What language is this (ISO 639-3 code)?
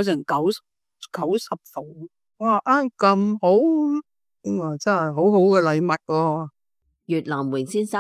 yue